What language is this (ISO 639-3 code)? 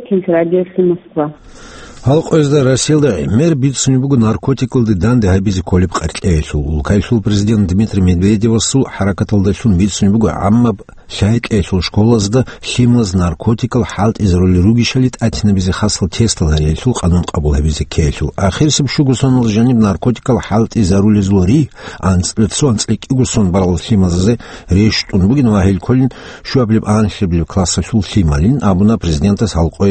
ava